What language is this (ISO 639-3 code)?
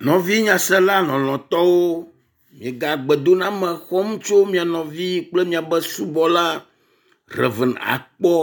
ewe